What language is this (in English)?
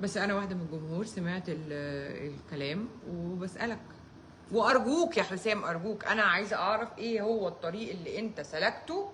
Egyptian Arabic